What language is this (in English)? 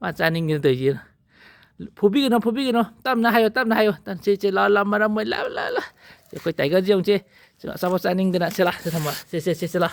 Manipuri